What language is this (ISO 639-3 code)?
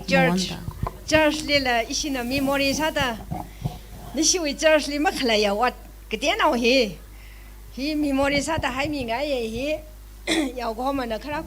nmf